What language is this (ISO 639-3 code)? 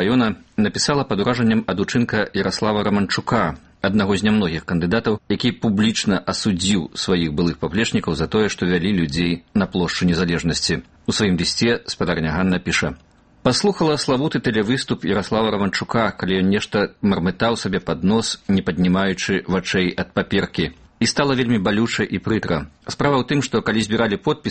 bel